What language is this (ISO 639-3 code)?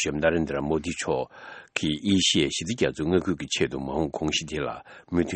bod